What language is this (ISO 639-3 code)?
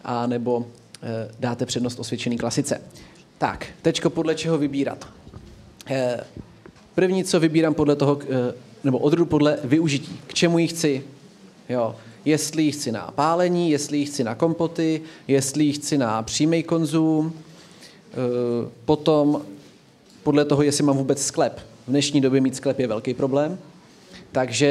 ces